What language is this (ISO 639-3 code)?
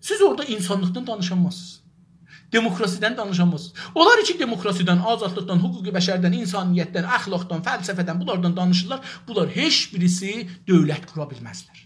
azb